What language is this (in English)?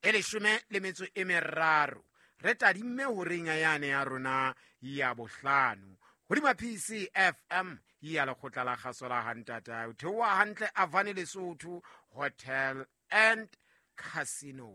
Southern Sotho